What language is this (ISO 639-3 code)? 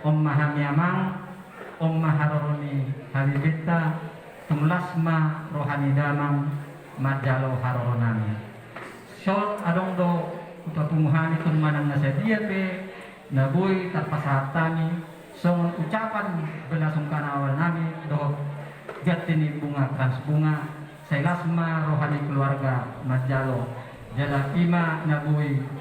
bbc